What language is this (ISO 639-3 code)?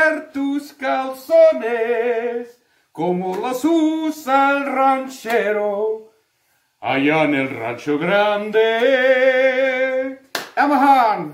pdt